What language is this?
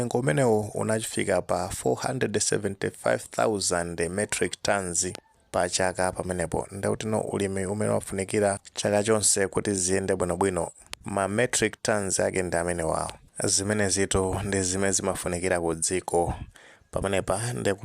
Nyanja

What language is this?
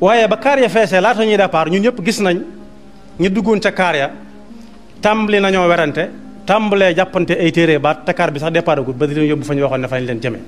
Wolof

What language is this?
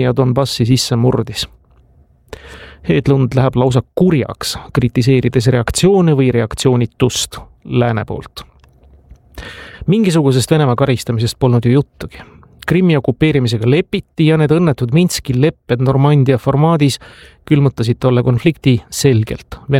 Estonian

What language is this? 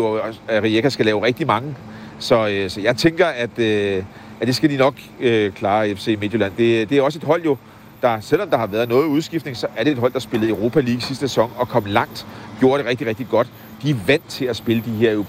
Danish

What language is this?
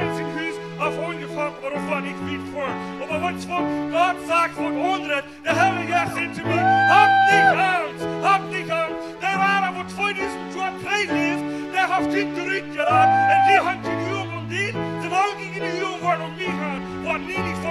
Plautdietsch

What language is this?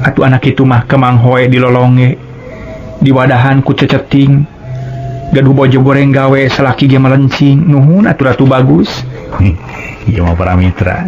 Sundanese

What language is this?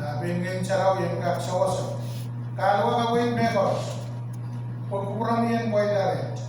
Pohnpeian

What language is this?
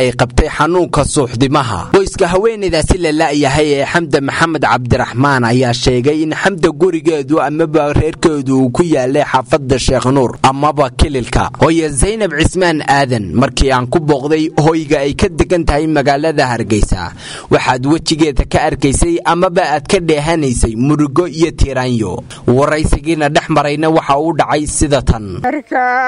Somali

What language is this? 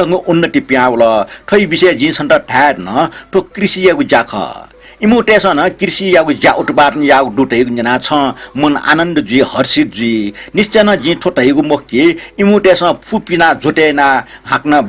Newari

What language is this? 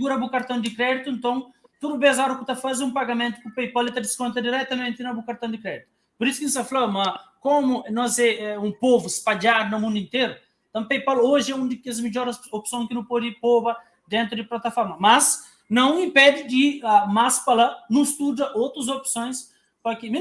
Kabuverdianu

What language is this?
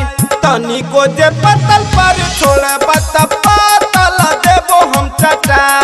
Bhojpuri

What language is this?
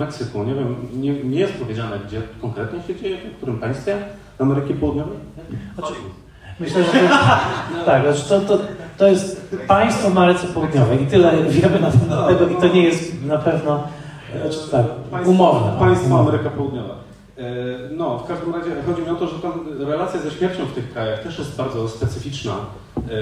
Polish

